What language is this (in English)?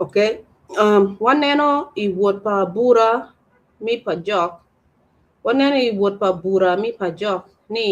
Acoli